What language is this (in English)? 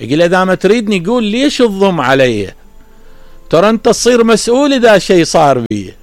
Mesopotamian Arabic